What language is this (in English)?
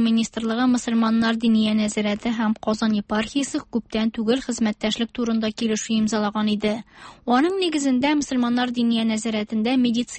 Tatar